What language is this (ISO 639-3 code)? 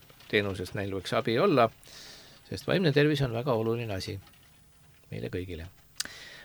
est